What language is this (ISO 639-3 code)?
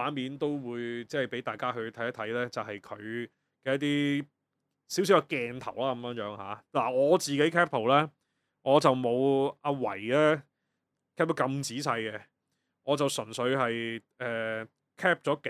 yue